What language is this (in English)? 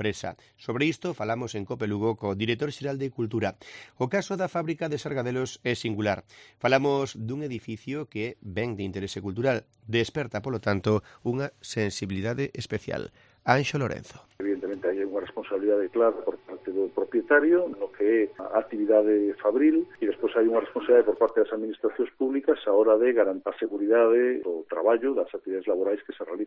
Galician